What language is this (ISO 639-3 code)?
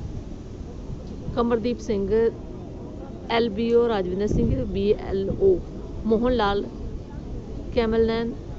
pan